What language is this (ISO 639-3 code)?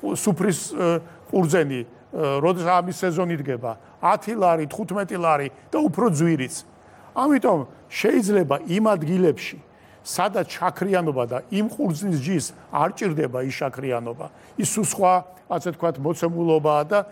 kat